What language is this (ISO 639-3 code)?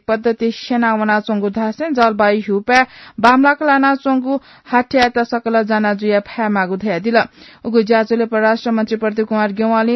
new